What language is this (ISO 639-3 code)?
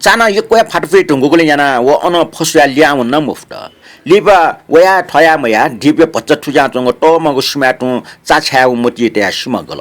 new